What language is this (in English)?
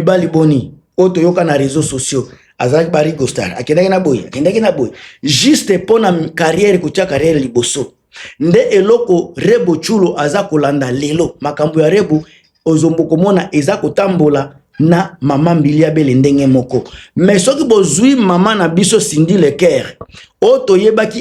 Lingala